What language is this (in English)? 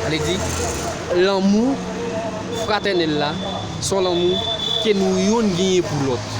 Haitian Creole